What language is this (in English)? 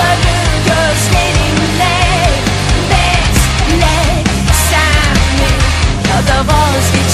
Turkish